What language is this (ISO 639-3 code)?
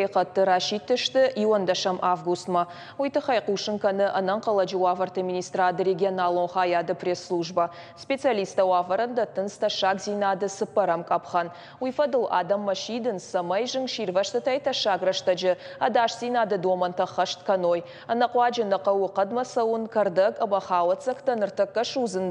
oss